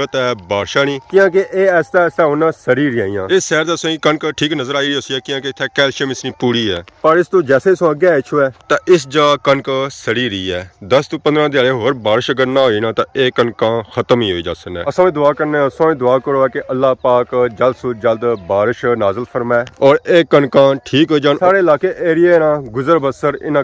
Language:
Pahari-Potwari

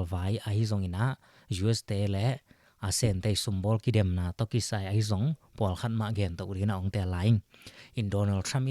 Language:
Tedim Chin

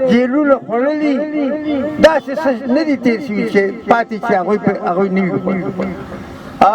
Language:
Pashto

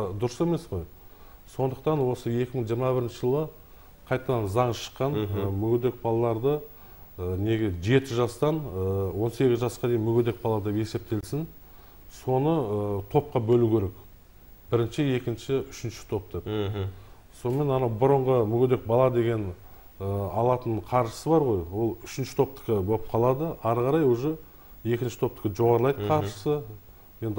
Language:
Kazakh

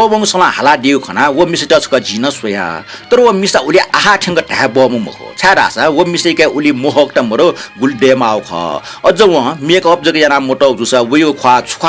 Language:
Newari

